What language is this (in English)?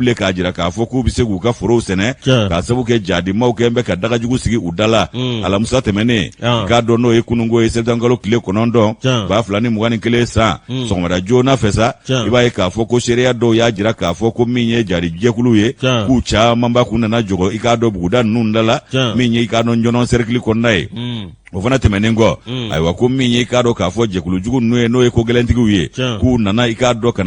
Bambara